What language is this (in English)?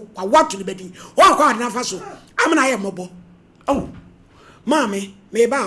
Akan